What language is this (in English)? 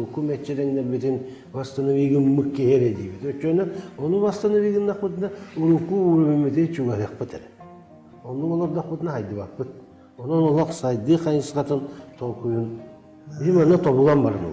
Yakut